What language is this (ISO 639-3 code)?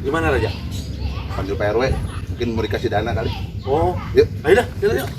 bew